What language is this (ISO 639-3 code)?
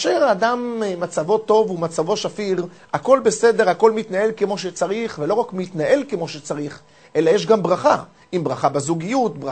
heb